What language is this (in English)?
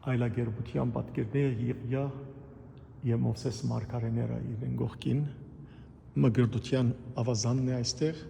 Western Armenian